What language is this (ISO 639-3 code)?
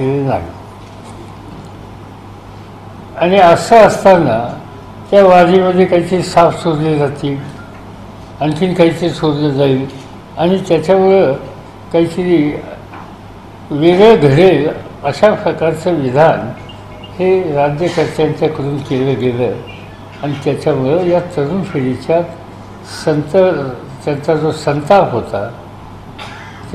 mar